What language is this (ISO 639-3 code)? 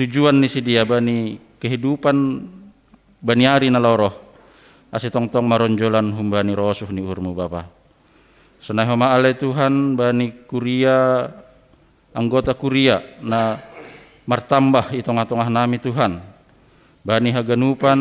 bts